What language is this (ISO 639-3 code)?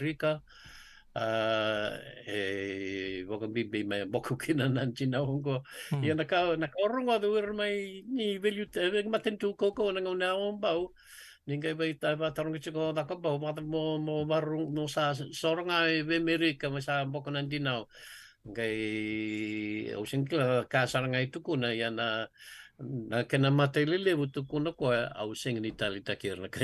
fij